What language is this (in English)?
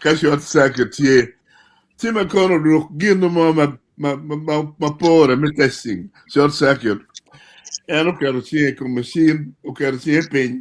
Acoli